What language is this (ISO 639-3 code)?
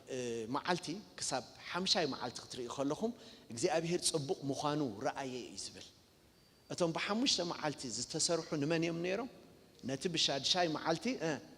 tir